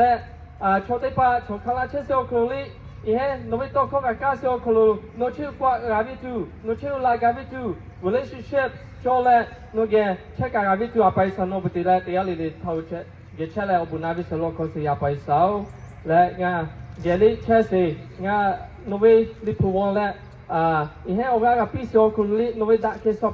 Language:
Lahu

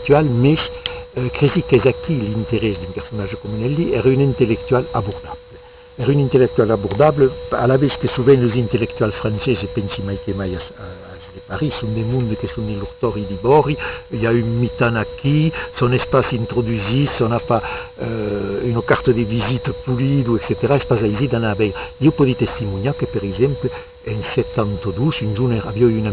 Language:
Occitan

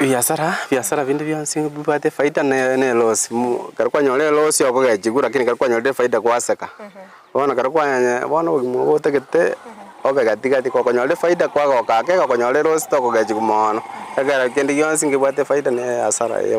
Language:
Gusii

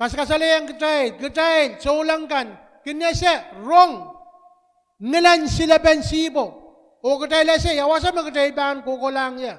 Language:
Pohnpeian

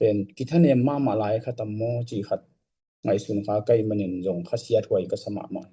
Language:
Tedim Chin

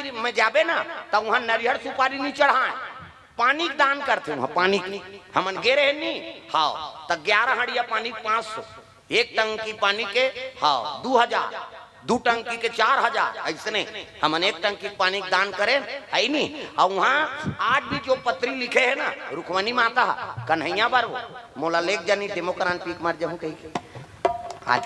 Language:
Chhattisgarhi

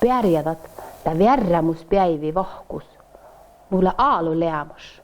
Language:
Northern Sami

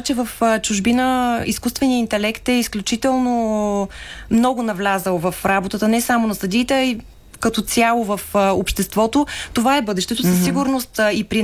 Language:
Bulgarian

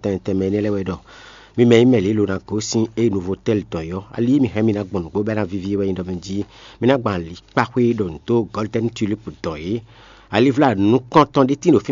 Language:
Fon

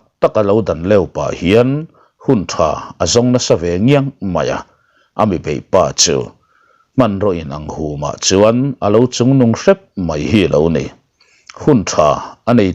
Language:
Mizo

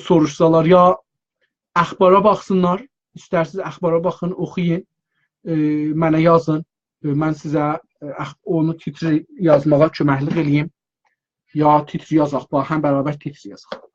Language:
South Azerbaijani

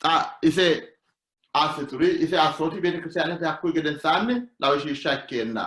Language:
Sidamo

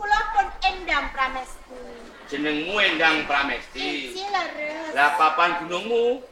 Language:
Javanese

